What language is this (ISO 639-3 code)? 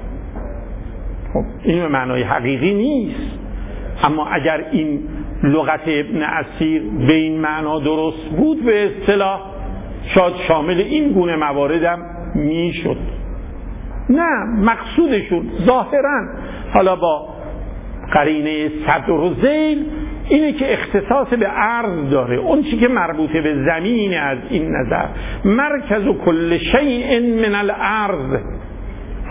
fas